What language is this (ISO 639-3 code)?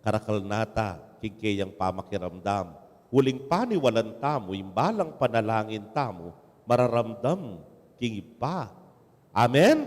pam